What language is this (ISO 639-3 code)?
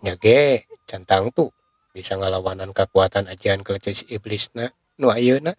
sun